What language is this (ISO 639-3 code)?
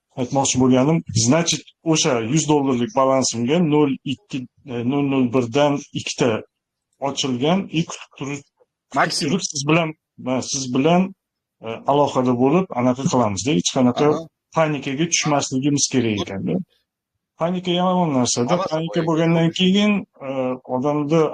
uzb